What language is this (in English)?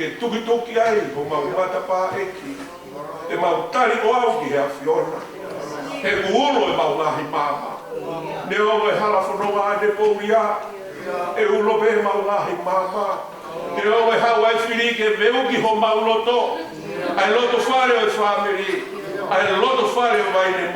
Tongan